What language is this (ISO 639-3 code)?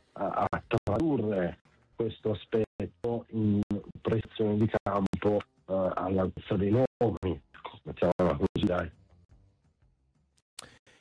ita